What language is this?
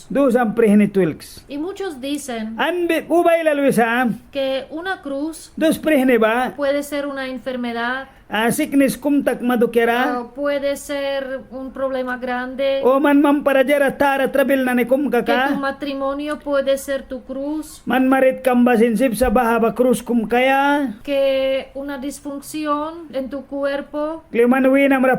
Mískito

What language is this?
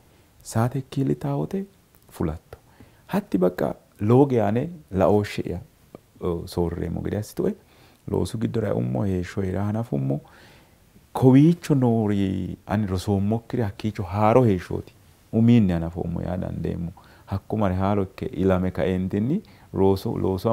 Sidamo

